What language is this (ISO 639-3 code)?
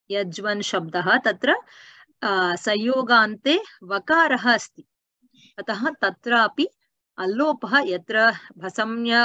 san